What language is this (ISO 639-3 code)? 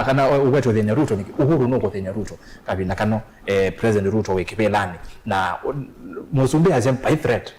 kam